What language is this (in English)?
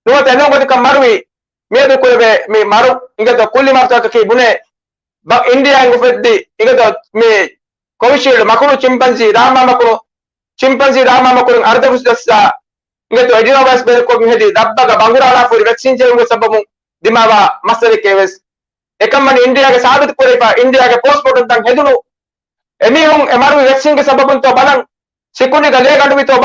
Divehi